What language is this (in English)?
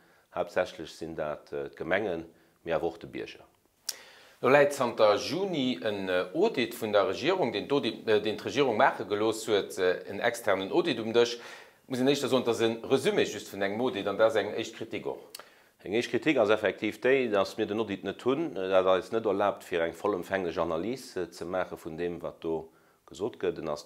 Luxembourgish